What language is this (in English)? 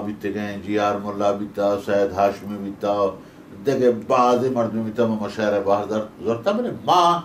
Baluchi